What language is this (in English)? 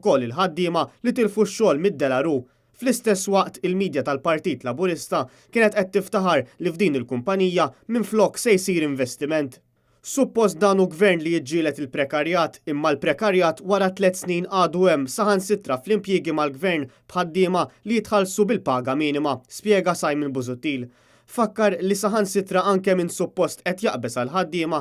Maltese